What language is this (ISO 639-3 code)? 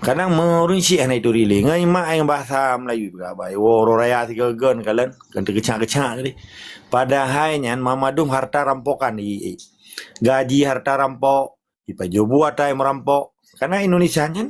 ace